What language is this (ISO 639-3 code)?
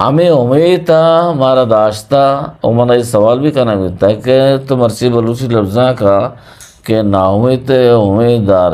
bgp